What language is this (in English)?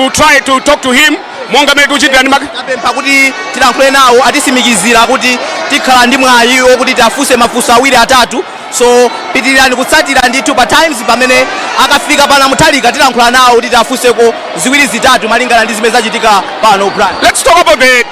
Nyanja